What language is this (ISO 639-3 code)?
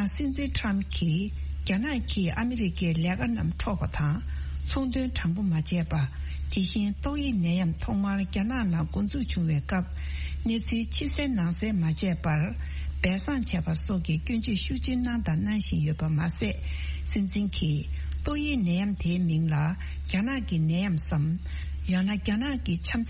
bod